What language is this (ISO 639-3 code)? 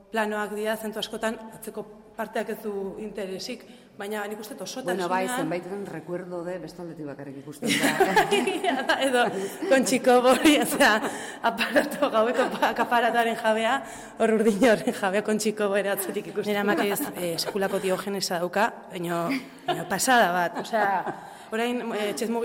eus